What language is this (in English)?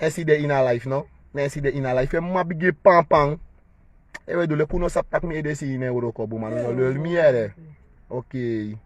Sranan Tongo